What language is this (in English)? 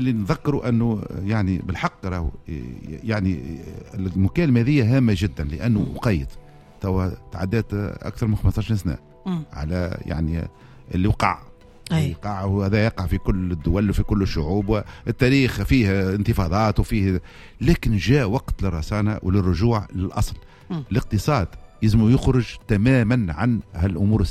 Tunisian Arabic